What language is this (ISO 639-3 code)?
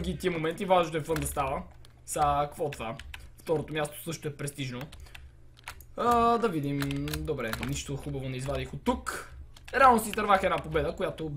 bul